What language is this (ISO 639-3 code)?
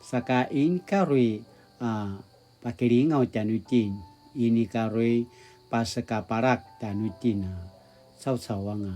pwn